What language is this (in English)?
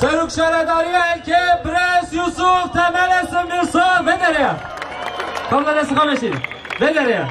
Kurdish